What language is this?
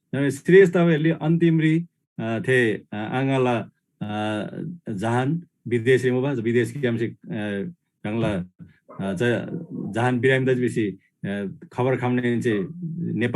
Eastern Tamang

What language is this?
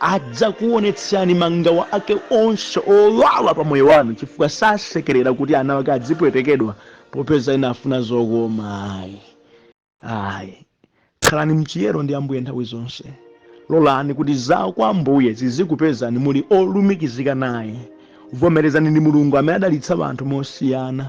Nyanja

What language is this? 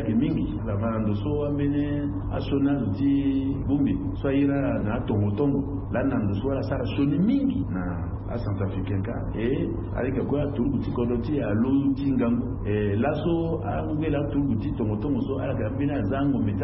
Sango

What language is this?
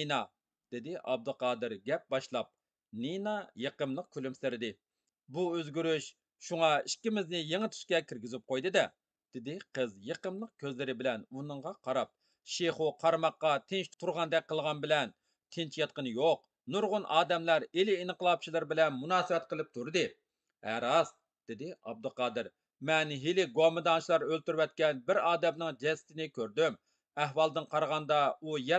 Uyghur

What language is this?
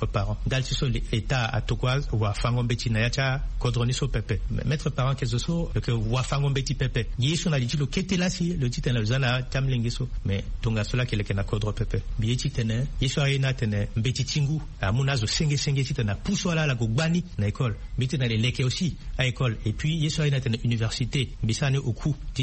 Sango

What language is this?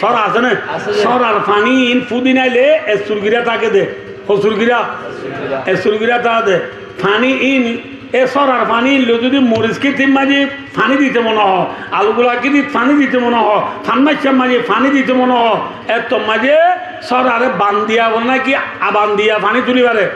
Rohingya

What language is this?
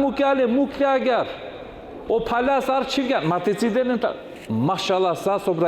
Balkan Romani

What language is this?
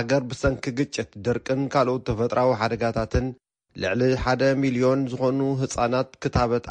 Tigrinya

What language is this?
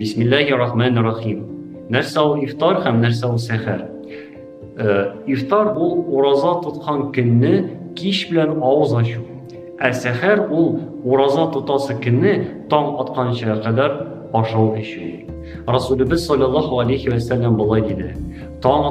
Tatar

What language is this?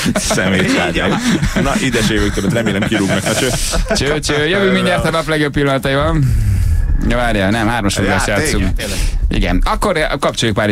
Hungarian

